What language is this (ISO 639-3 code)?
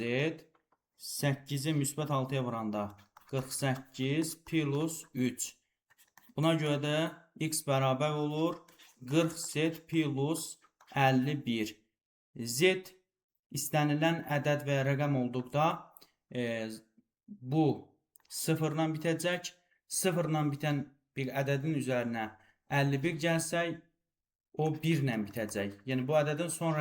aze